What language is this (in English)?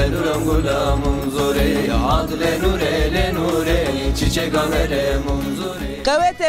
Zaza